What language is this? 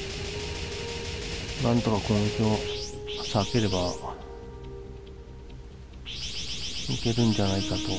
Japanese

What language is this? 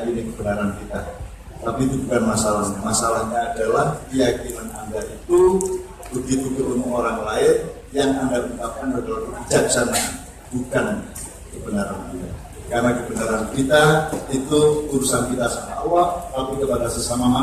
Indonesian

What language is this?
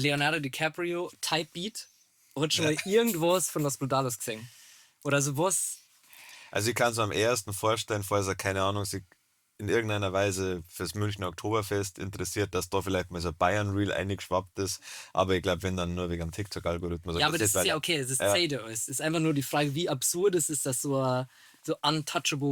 Bavarian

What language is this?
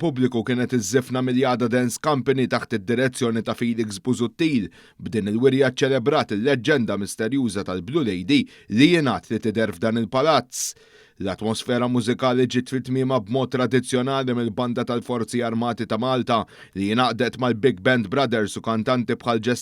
Maltese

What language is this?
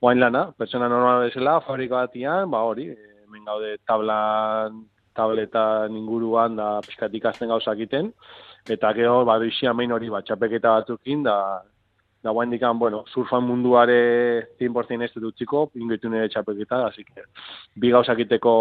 Basque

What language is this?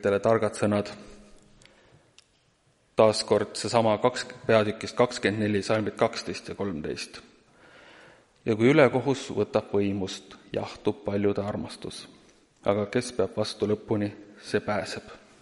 Estonian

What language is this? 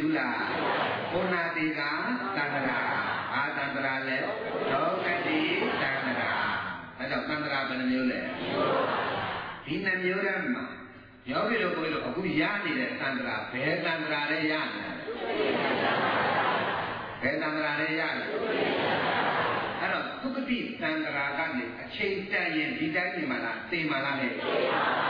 Burmese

